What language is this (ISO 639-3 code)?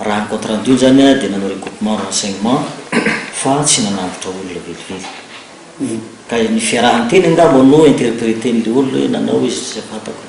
mlg